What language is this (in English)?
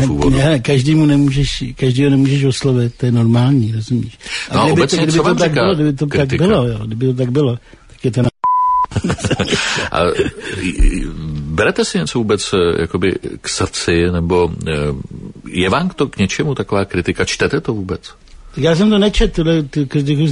Czech